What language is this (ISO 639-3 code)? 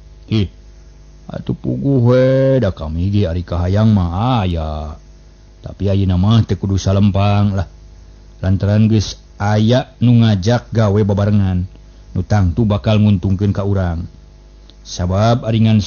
sun